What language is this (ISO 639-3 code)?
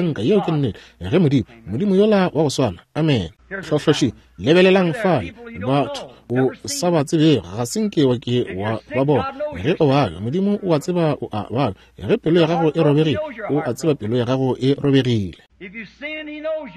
nso